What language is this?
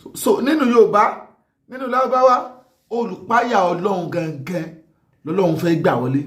Yoruba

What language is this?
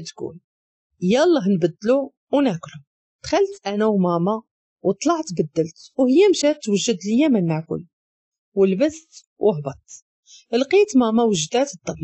Moroccan Arabic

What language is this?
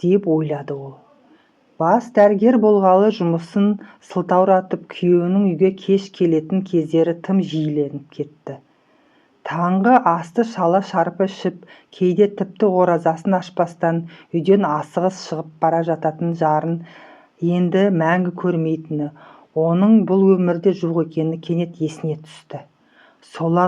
Kazakh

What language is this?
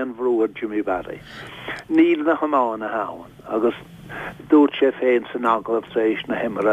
Irish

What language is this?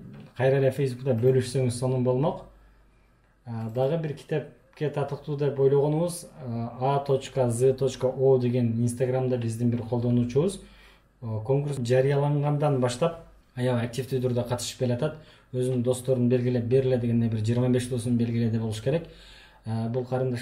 Kyrgyz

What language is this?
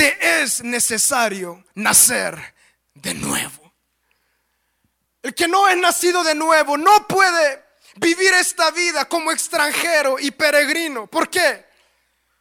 Spanish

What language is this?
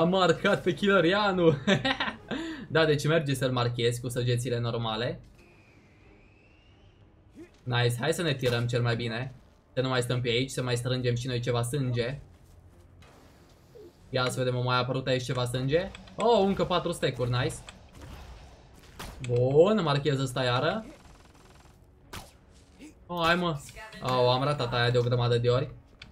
Romanian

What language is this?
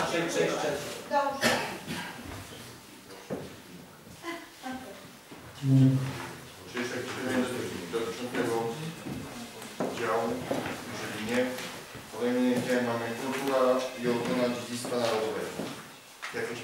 Polish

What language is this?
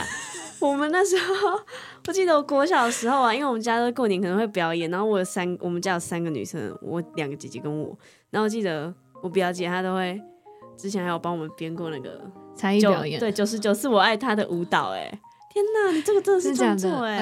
Chinese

